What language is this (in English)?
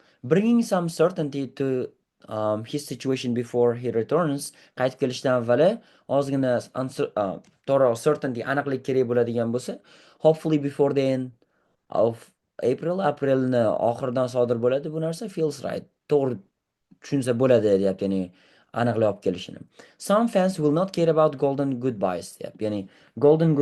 Uzbek